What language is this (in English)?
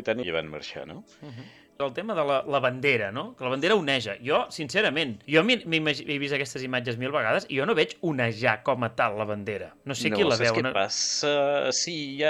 Catalan